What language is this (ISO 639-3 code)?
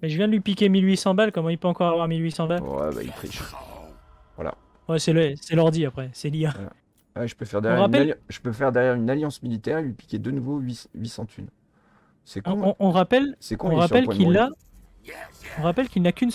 fra